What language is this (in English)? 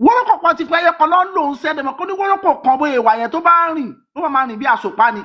Yoruba